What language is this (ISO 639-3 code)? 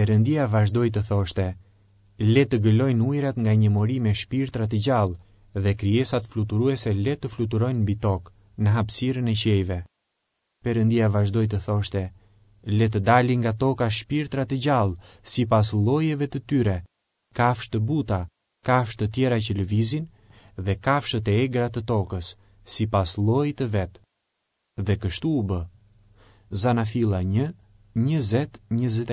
sqi